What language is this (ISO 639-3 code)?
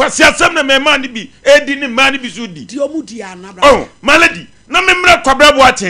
aka